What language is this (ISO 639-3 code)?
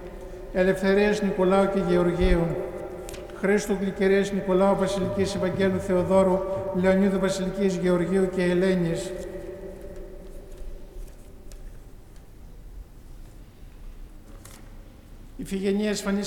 ell